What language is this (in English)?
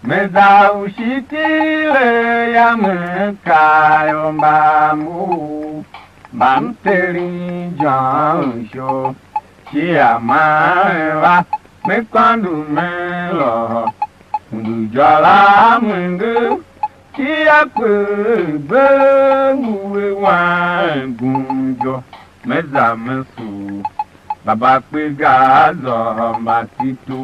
Tiv